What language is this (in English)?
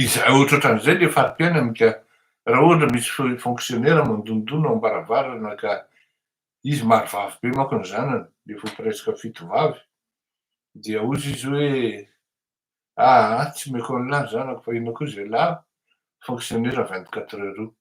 Malagasy